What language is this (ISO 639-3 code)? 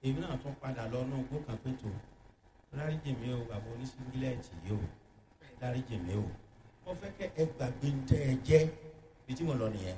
yor